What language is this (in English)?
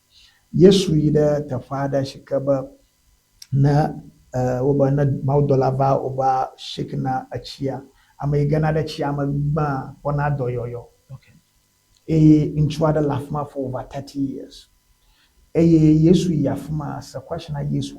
Ewe